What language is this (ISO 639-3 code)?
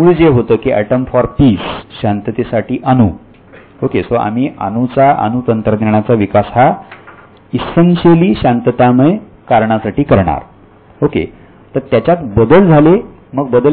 mar